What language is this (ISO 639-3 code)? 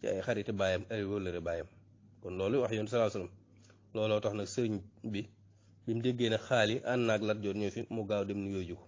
wol